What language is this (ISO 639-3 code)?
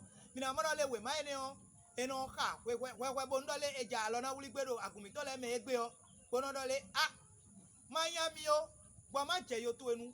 fon